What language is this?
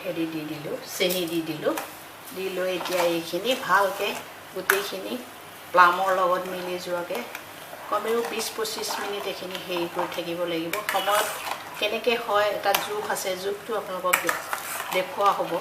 Assamese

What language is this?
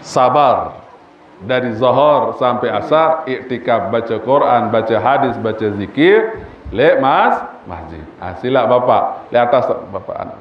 Sasak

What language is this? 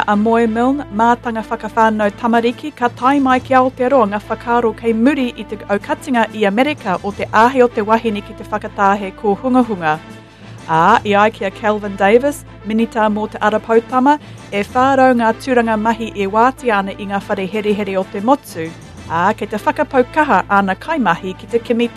Māori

